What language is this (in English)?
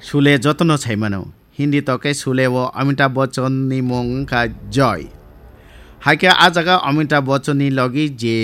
Kok Borok